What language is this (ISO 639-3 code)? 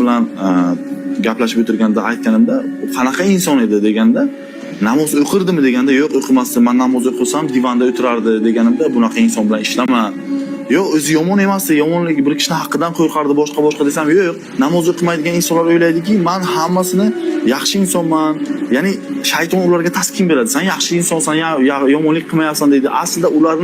uzb